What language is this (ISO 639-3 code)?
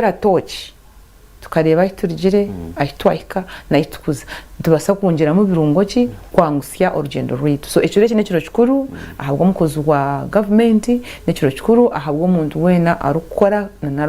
nyn